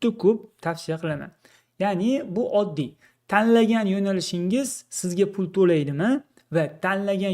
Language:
Uzbek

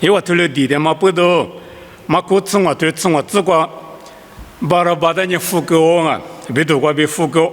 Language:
Lisu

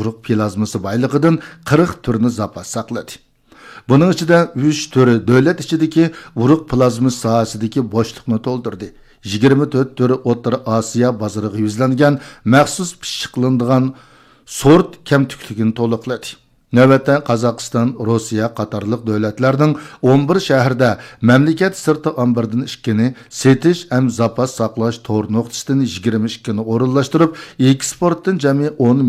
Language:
Uyghur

